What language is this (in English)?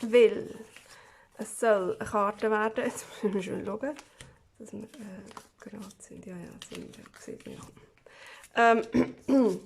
Swiss German